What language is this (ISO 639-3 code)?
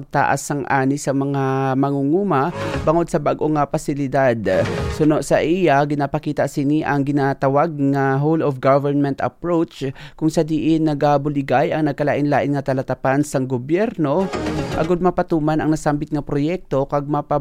hil